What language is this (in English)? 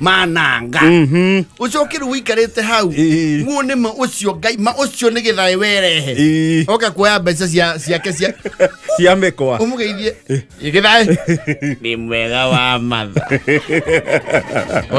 Kikuyu